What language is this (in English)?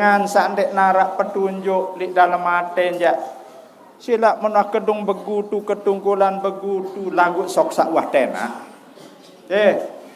Sasak